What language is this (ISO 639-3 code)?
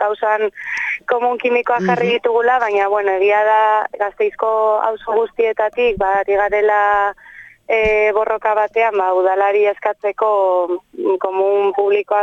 eus